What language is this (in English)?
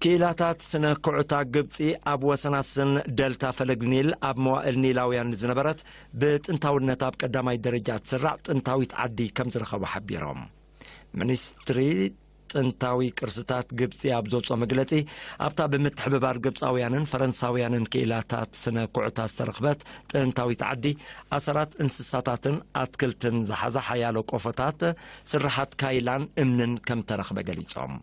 Tigrinya